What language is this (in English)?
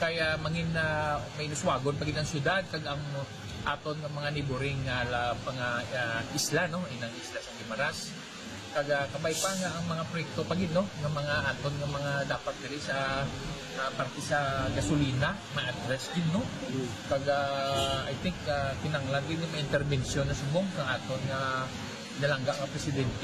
Hiligaynon